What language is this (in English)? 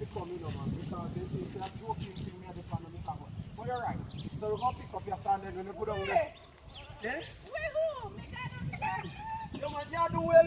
Jamaican Creole English